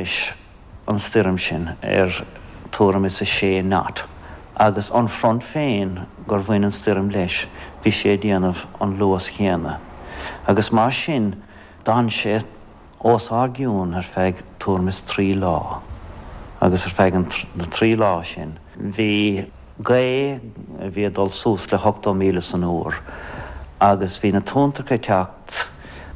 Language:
Irish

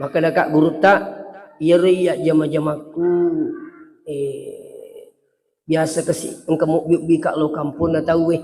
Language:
Buginese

